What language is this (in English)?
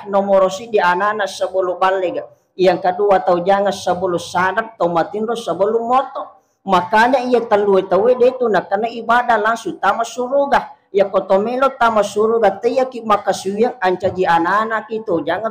Buginese